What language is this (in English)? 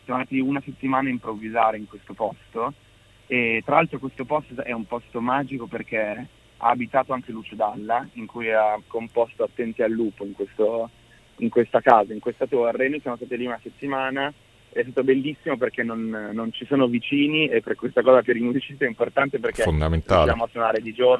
Italian